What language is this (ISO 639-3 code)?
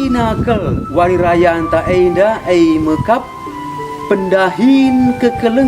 btx